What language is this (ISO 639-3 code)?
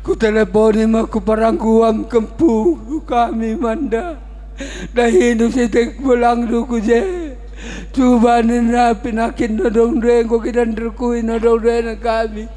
btx